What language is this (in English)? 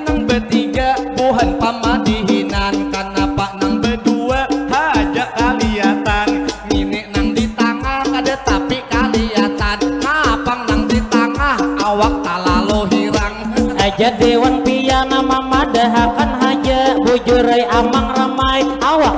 Banjar